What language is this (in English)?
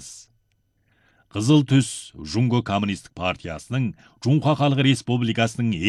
Kazakh